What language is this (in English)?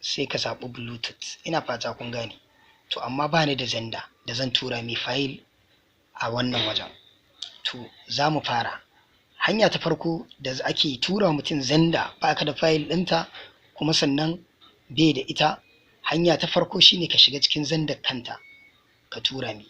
Hausa